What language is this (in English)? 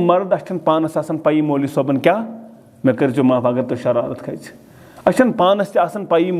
Kashmiri